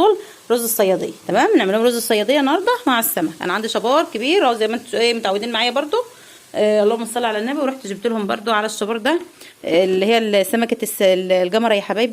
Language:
Egyptian Arabic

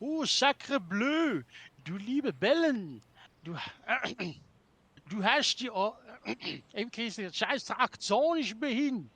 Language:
Swiss German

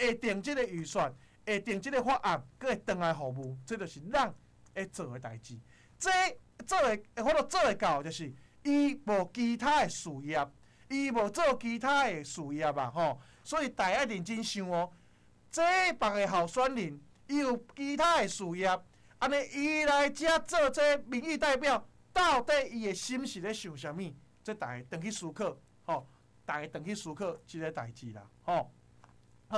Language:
Min Nan Chinese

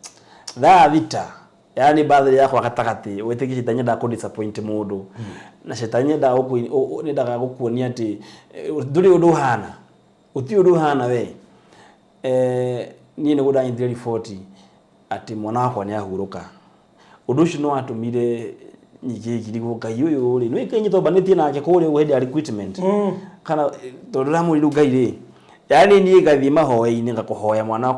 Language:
Kikuyu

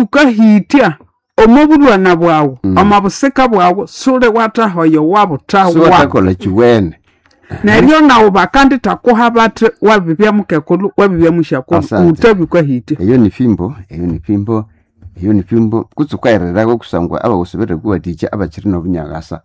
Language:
Nande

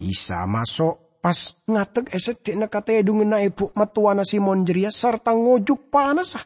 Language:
Madurese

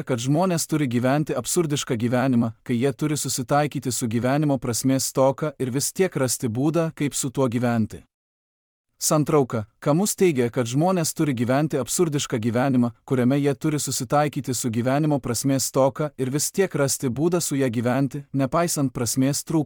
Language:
Lithuanian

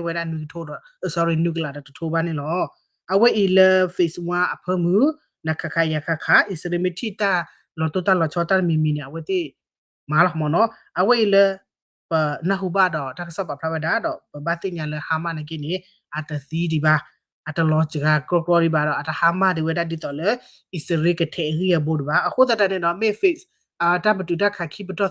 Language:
S'gaw Karen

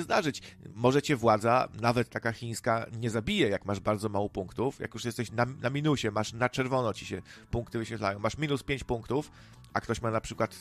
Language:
Polish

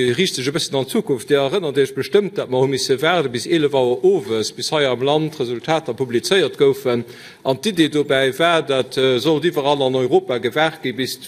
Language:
Luxembourgish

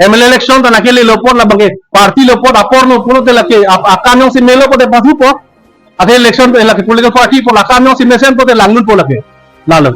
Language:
Karbi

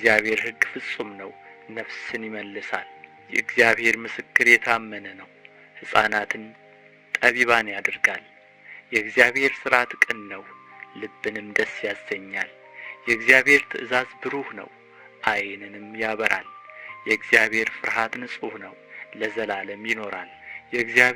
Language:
Amharic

